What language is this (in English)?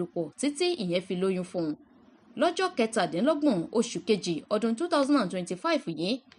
Yoruba